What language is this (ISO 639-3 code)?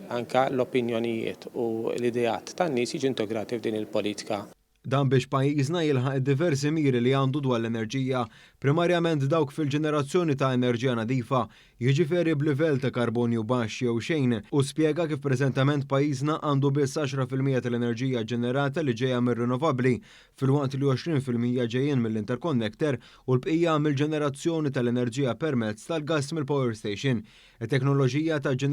mlt